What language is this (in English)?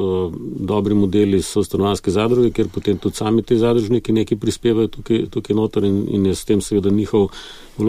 Slovenian